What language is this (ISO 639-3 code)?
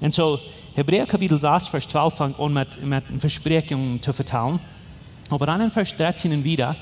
pdt